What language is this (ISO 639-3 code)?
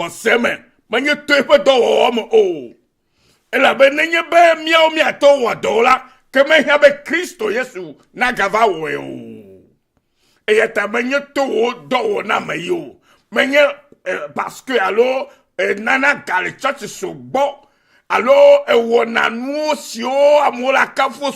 ewe